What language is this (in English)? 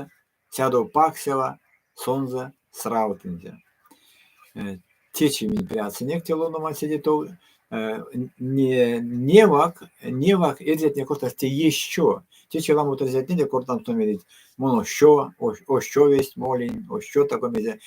Erzya